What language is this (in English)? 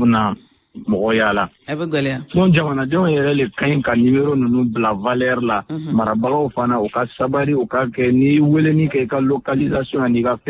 Bambara